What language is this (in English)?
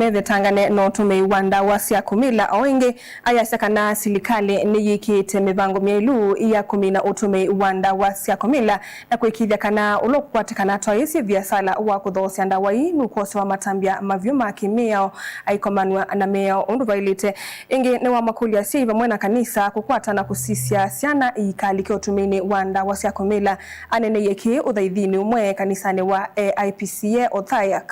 Kamba